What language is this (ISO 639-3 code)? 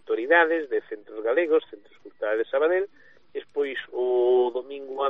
glg